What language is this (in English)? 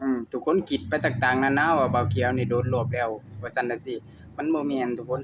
Lao